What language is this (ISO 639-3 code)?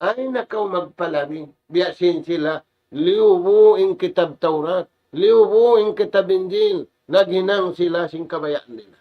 tsg